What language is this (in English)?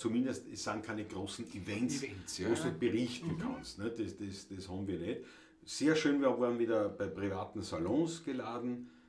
Bavarian